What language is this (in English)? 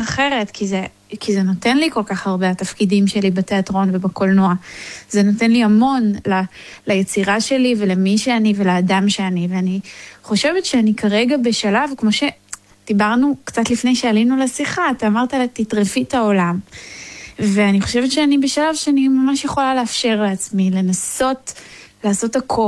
Hebrew